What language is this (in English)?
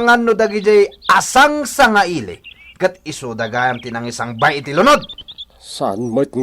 Iloko